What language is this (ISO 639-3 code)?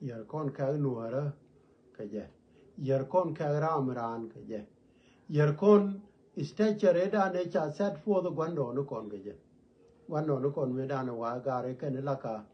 nus